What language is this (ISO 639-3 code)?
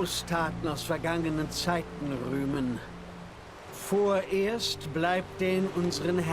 gsw